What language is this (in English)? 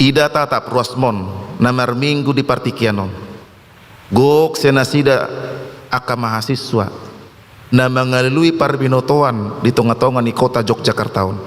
Batak Toba